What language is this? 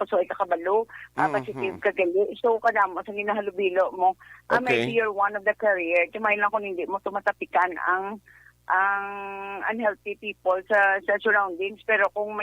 Hiligaynon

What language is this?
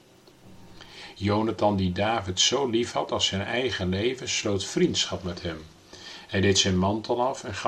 Dutch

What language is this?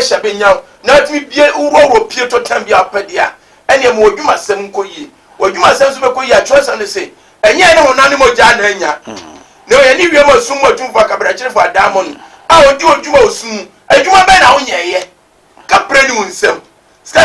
Akan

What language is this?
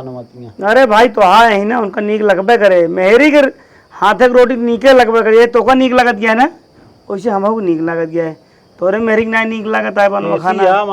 Awadhi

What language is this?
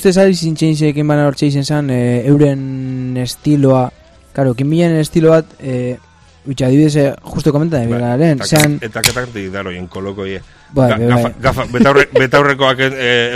Basque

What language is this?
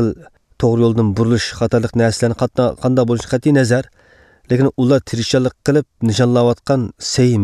Uyghur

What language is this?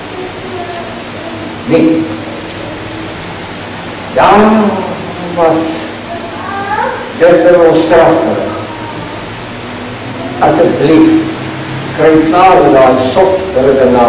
Afrikaans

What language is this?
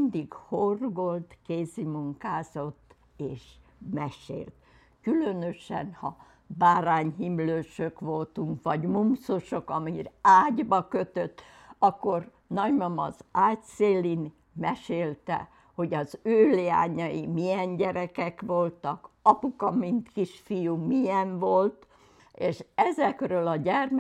Hungarian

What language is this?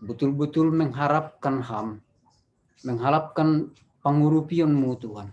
Batak Simalungun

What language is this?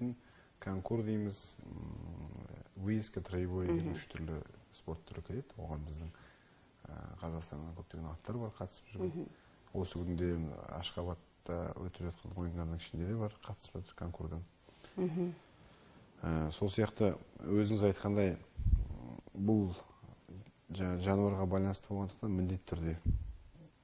Kazakh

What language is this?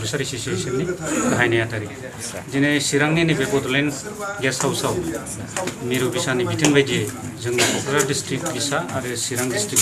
Bodo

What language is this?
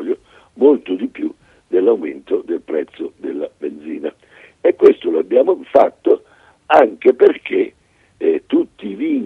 Italian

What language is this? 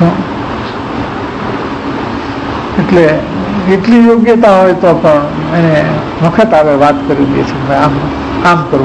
Gujarati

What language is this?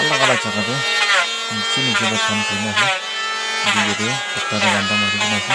Naga Pidgin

